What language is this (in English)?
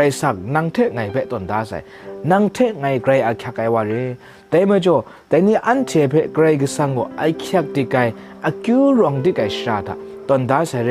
Kachin